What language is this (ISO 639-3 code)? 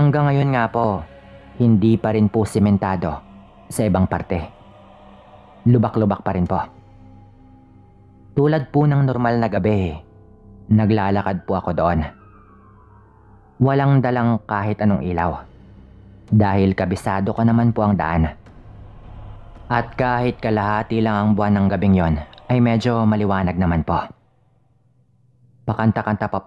fil